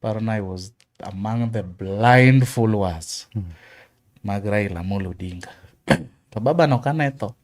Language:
Luo (Kenya and Tanzania)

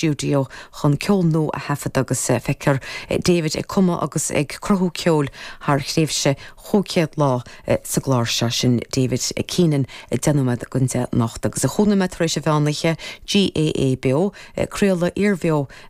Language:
Irish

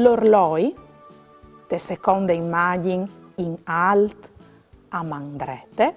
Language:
Friulian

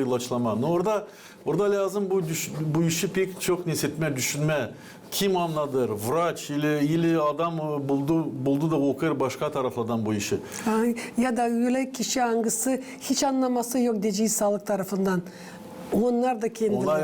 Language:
Gagauz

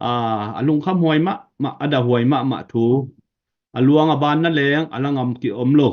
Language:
Tedim Chin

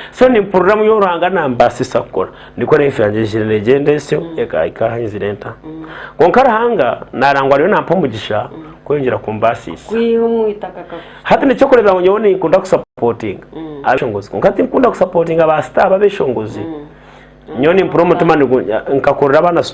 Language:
Nyankole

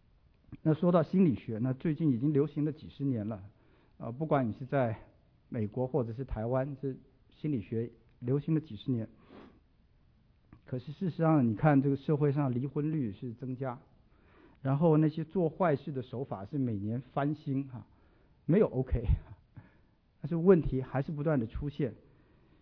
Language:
Chinese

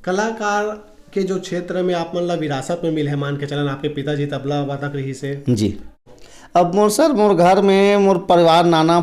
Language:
Chhattisgarhi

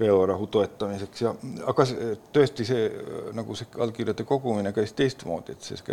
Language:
Estonian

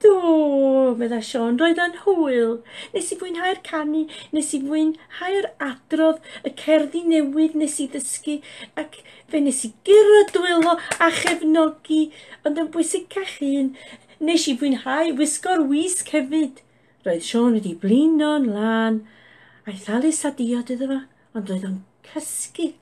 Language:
Welsh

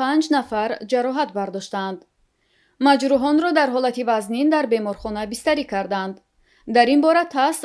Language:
Tajik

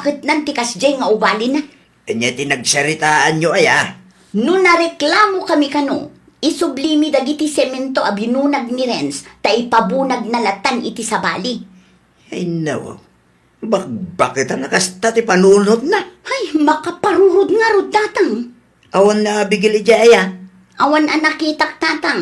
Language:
Iloko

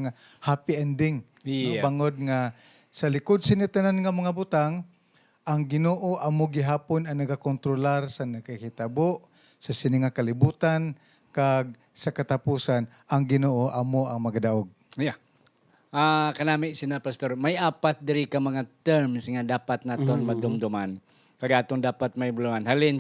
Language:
Hiligaynon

